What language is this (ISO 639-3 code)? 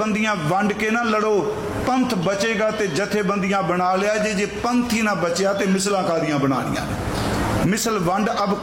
pan